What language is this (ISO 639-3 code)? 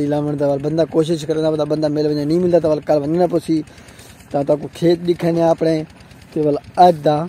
skr